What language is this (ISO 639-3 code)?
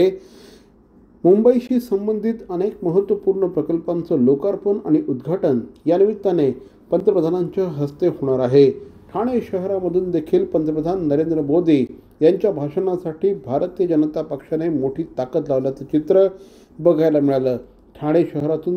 mar